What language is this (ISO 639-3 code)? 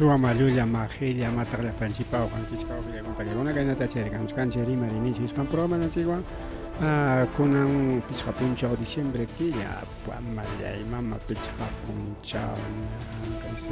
quy